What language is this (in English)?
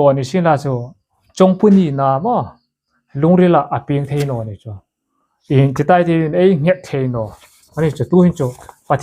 Hmar